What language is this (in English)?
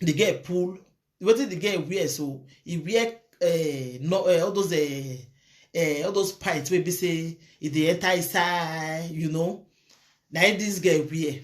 Nigerian Pidgin